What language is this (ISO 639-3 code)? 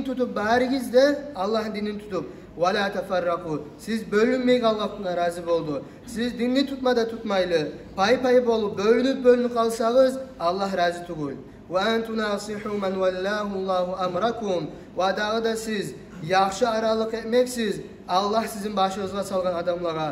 kum